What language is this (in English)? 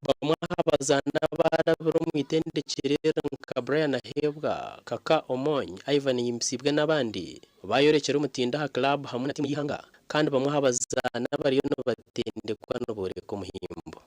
Nyankole